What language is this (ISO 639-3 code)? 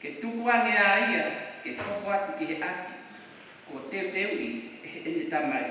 ton